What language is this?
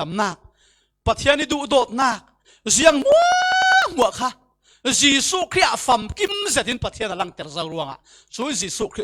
Falam Chin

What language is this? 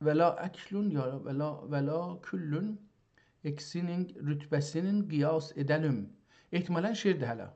South Azerbaijani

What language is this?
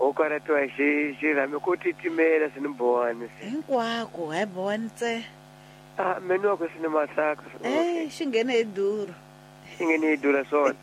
Tsonga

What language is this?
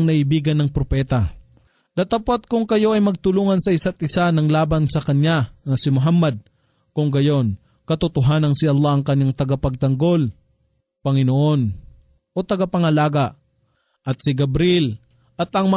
Filipino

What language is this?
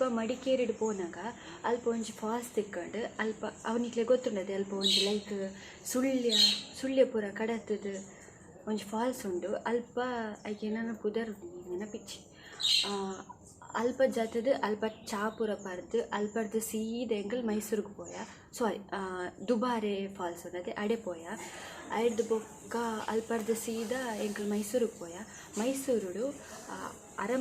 Tulu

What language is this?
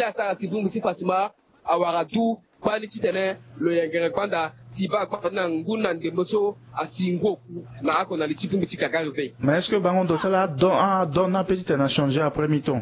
Sango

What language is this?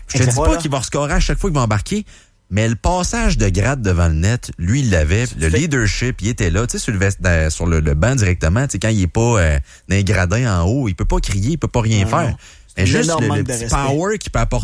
French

